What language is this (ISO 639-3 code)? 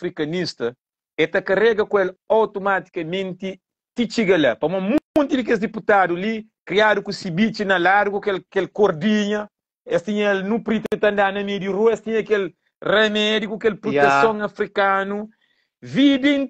kea